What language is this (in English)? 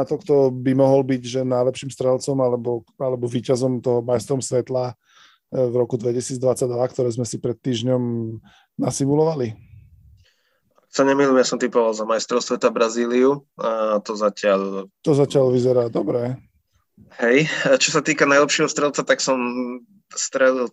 Slovak